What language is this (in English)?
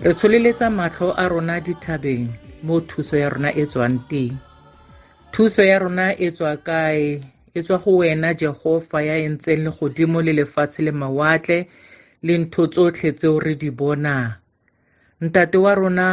Tswana